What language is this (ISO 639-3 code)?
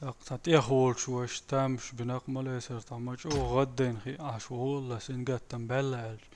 che